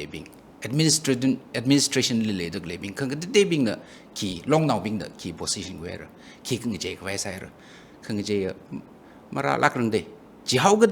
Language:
Tangkhul Naga (India)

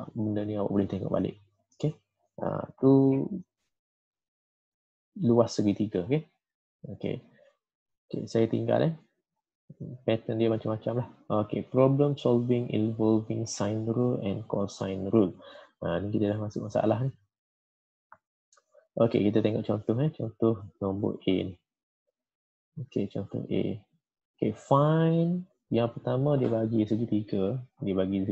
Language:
Malay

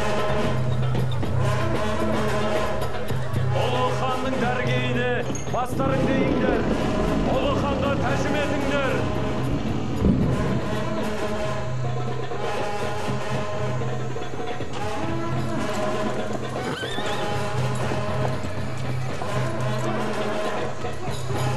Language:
Kazakh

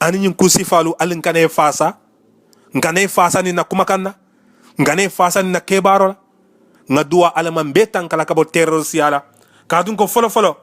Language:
Mandingo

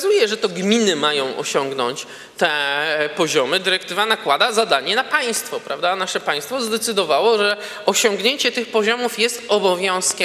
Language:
Polish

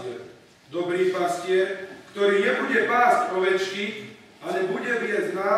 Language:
Slovak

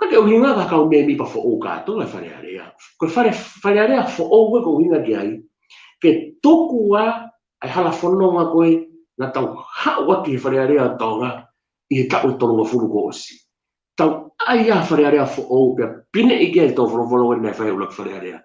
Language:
Tongan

